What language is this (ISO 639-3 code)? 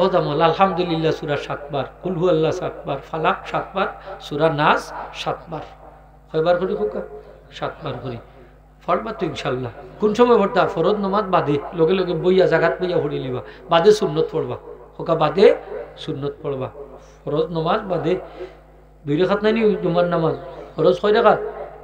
syl